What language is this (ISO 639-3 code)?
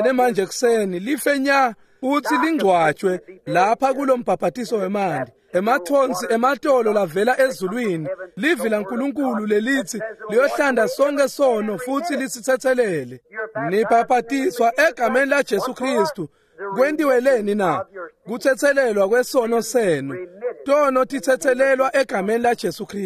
ssw